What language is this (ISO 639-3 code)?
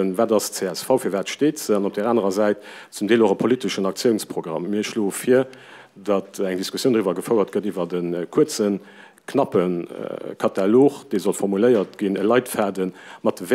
ltz